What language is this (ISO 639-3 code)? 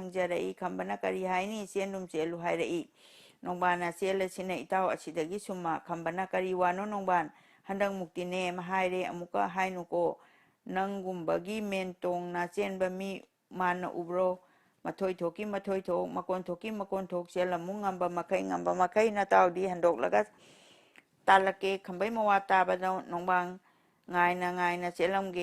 mni